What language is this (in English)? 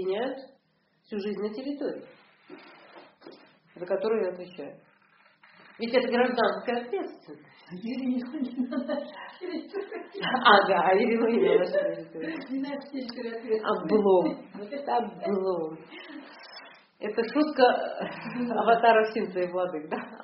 Russian